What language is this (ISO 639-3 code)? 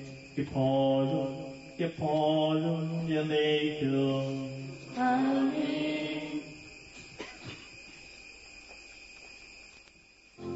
mal